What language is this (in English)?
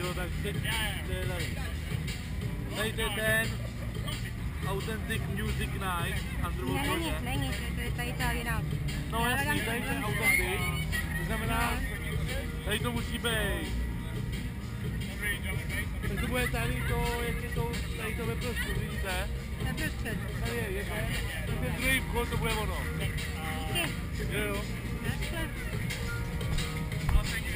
Czech